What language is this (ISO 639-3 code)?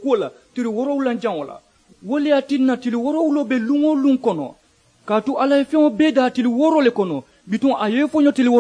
man